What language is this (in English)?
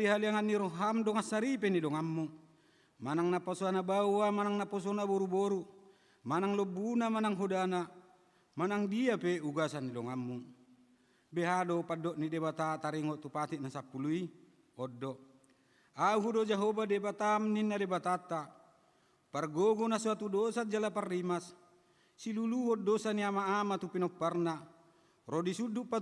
Batak Toba